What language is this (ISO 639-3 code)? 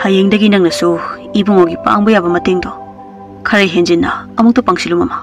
mni